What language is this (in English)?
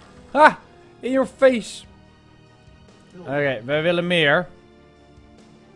Dutch